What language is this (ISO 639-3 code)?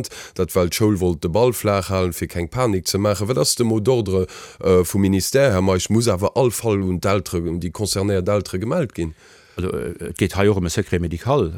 ltz